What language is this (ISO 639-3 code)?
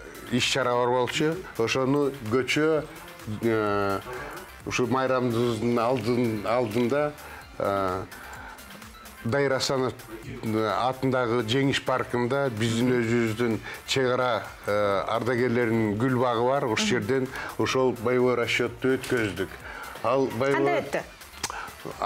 kir